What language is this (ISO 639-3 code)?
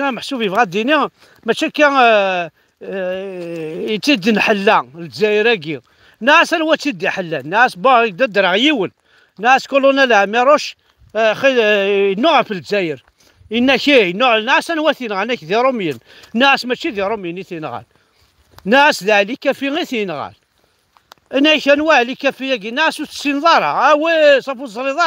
kab